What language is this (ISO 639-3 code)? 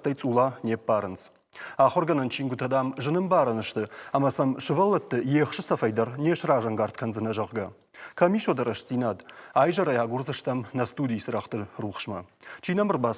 oss